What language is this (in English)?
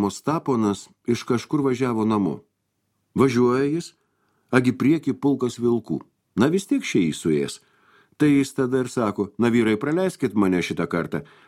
Lithuanian